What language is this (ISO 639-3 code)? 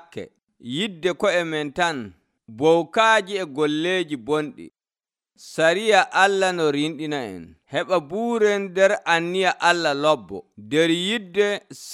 fuv